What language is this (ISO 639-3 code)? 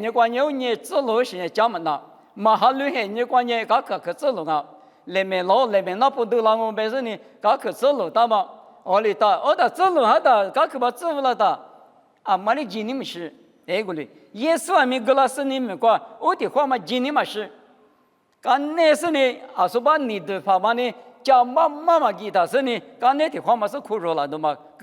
lis